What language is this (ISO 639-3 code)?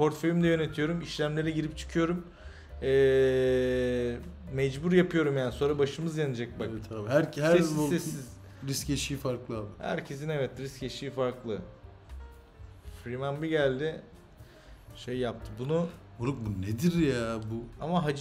tur